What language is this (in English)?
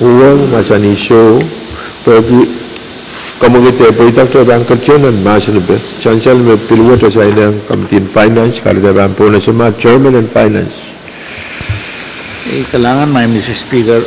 Pohnpeian